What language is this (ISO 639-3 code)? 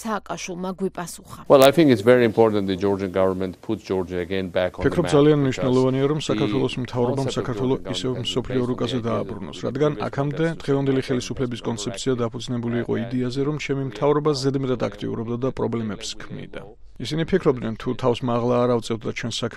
kat